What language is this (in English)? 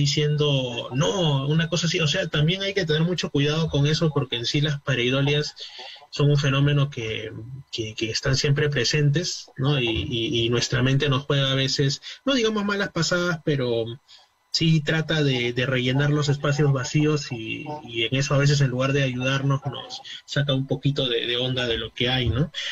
Spanish